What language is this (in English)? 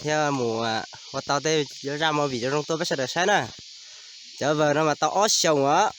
Hmong